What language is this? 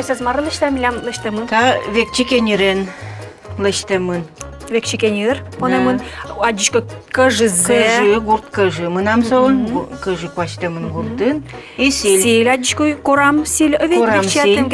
Udmurt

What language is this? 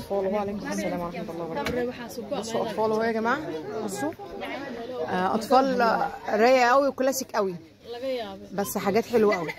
Egyptian Arabic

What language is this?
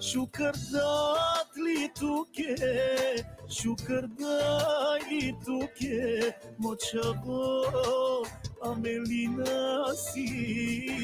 Balkan Romani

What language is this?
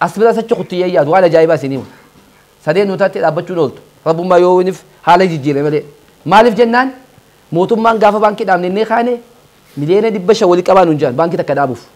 Oromo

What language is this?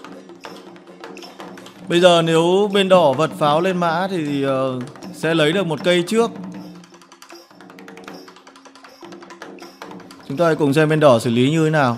Vietnamese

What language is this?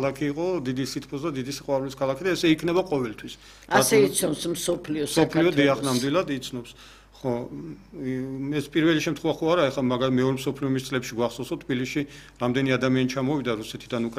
Georgian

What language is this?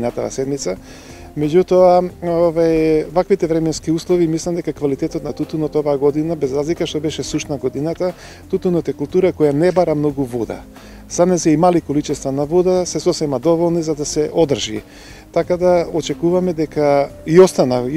Macedonian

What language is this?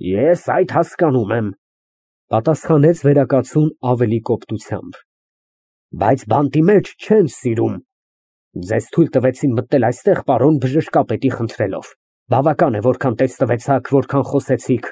Armenian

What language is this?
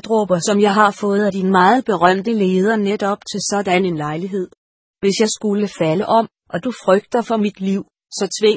Danish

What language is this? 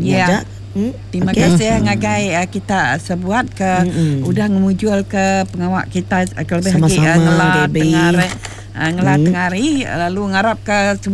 Iban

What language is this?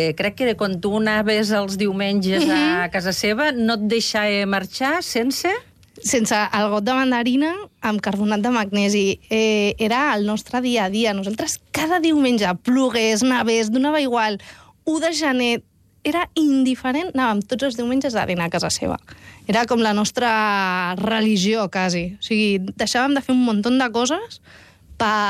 Catalan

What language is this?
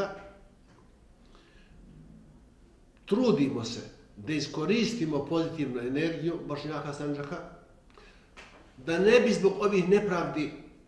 Bosnian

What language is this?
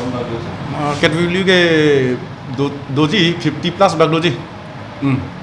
Karbi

